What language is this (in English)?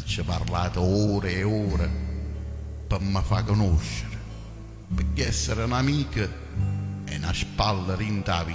Neapolitan